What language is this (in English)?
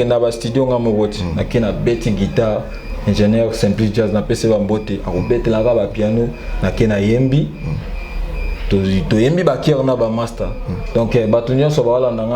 Lingala